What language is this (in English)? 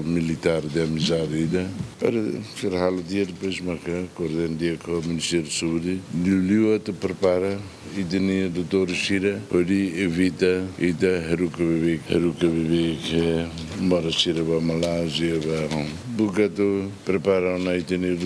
Tetum